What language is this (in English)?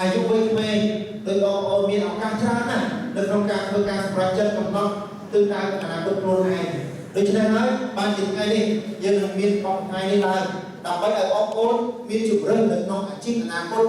Khmer